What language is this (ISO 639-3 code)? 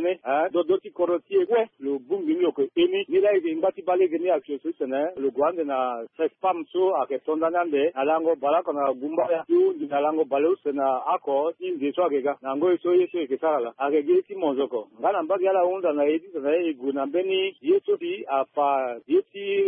sag